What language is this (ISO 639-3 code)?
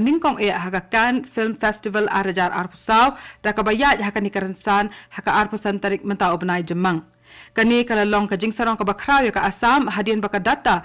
kha